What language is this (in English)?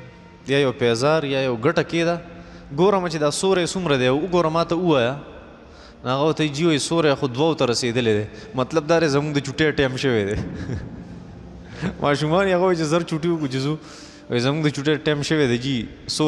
Pashto